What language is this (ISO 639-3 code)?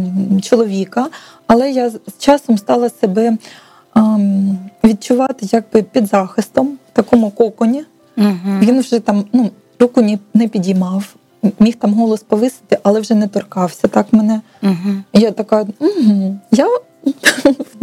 ukr